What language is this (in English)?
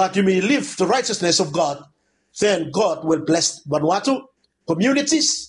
Bislama